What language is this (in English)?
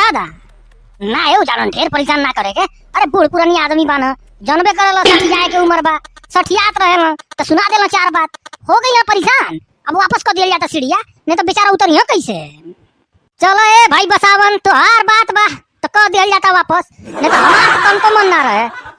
Bhojpuri